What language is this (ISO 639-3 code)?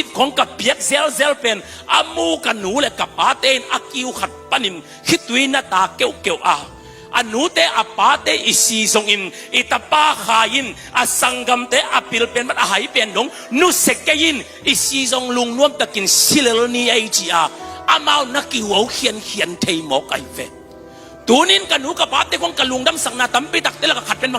ctd